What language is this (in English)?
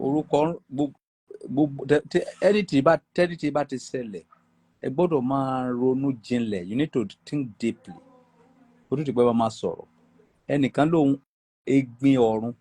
Yoruba